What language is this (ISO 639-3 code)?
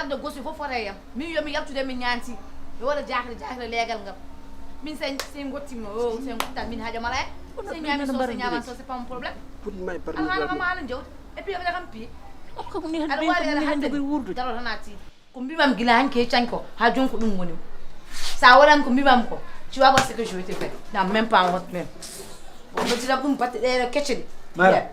ful